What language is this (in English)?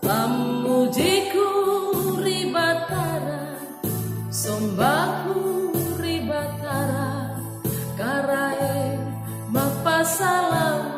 Makasar